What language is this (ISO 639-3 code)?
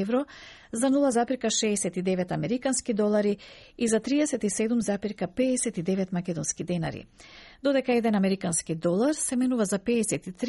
mkd